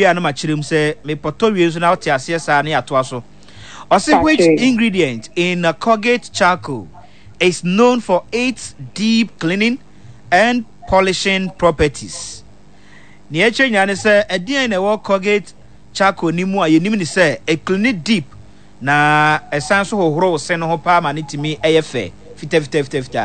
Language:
Akan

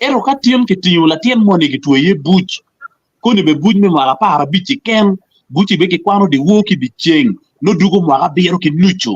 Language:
Acoli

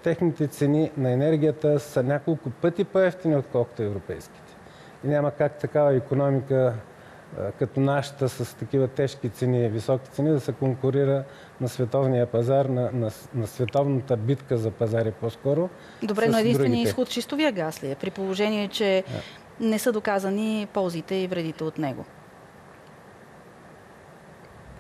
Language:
Bulgarian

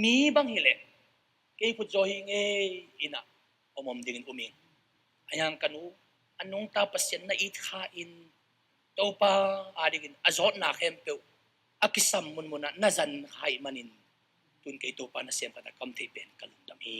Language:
Tedim Chin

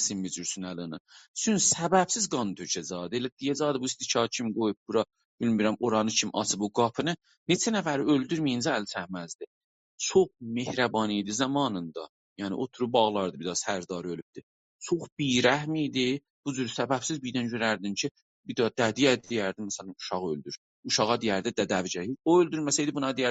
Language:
South Azerbaijani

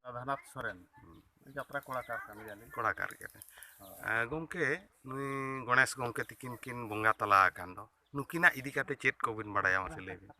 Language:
Santali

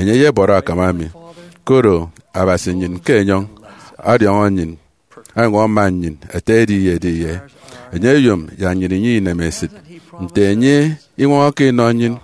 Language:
Efik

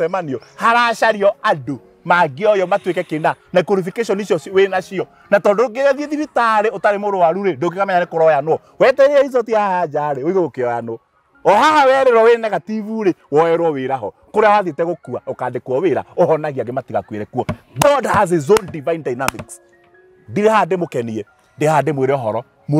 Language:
Kikuyu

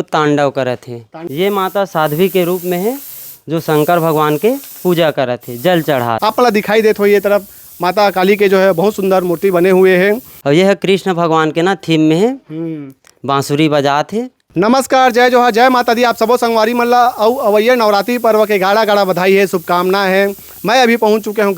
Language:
Chhattisgarhi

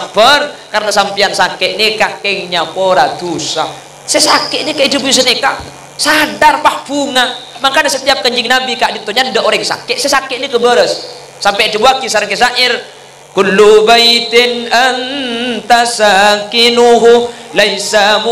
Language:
Madurese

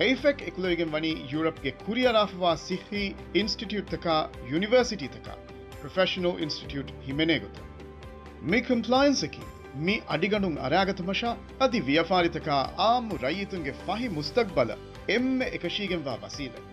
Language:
Divehi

